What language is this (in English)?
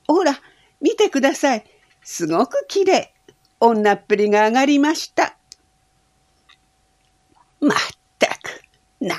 Japanese